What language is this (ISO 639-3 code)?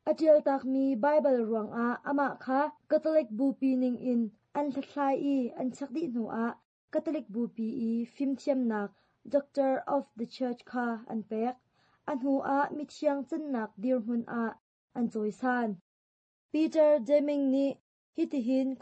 cnh